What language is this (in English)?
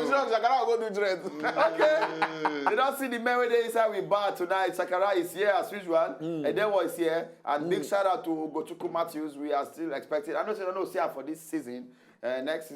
Nigerian Pidgin